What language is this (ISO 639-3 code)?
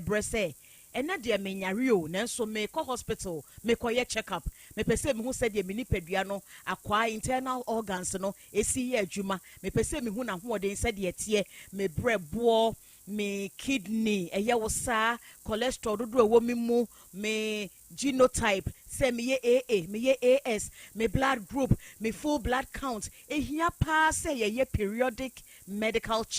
aka